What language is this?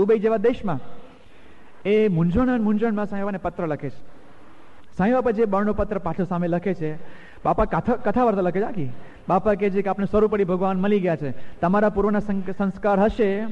Gujarati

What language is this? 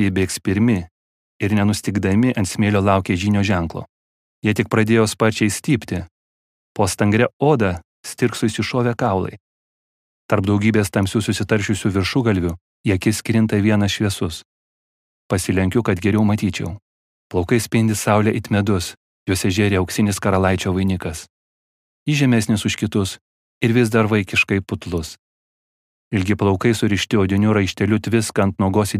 Lithuanian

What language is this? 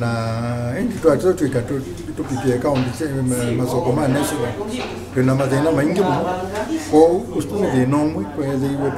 Kamba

